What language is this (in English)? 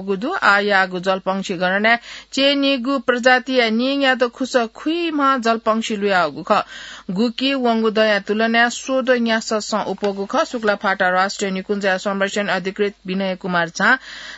Newari